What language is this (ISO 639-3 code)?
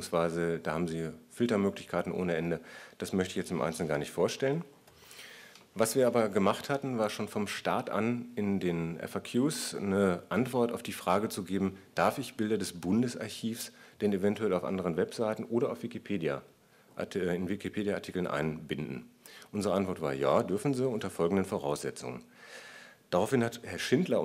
deu